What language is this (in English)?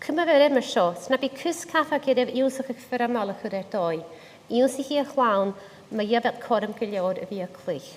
Scottish Gaelic